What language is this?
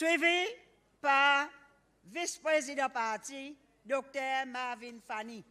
Seselwa Creole French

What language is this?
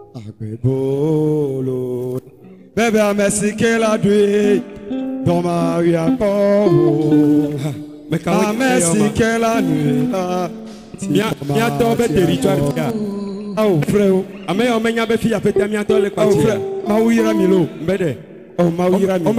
Ewe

